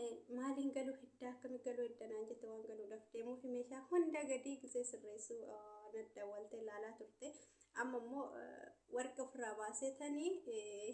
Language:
Oromo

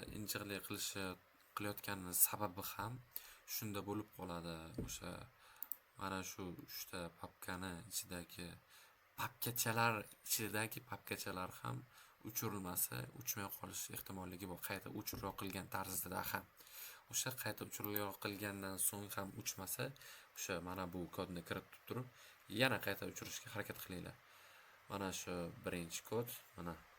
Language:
Uzbek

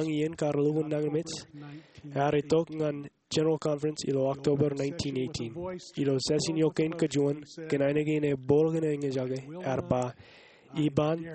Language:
Marshallese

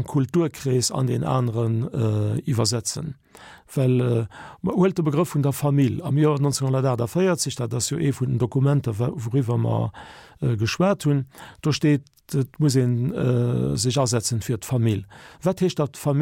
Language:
Luxembourgish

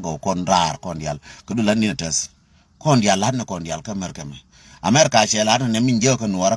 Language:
Nuer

